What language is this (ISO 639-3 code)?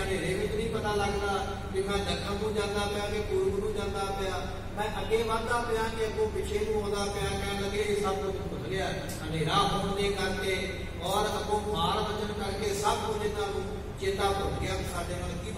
pan